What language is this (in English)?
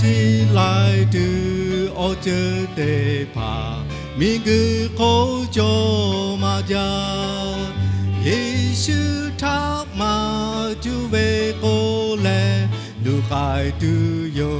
Lahu